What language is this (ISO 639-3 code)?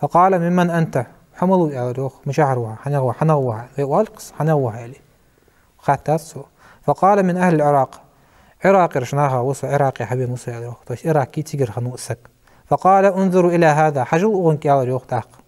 inh